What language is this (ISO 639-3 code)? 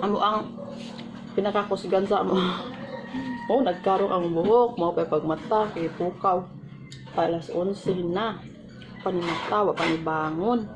ceb